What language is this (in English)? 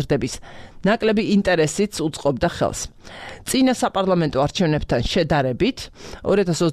Georgian